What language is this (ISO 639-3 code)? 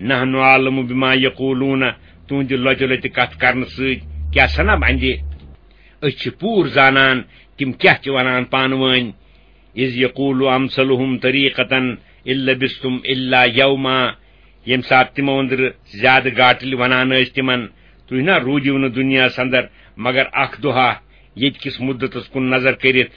kas